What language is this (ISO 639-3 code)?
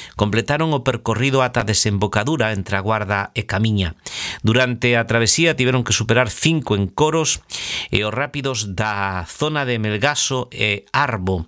glg